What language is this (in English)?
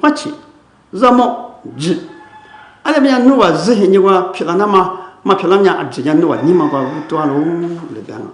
Lisu